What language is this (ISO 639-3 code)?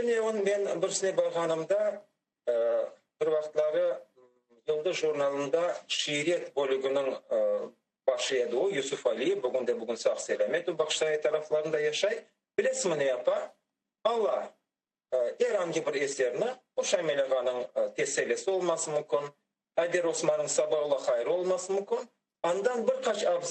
crh